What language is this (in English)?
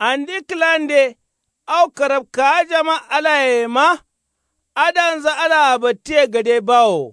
Kanuri